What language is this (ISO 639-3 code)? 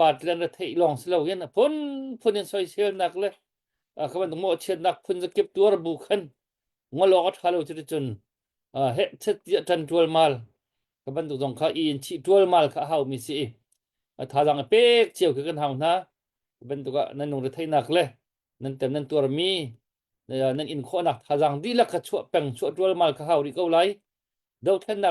cnh